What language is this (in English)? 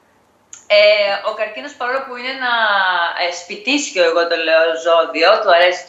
Greek